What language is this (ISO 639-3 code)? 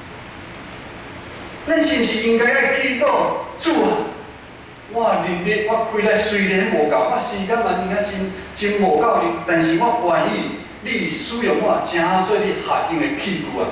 nan